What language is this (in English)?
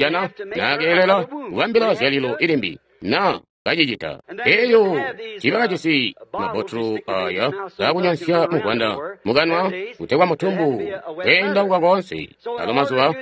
Tonga (Zambia)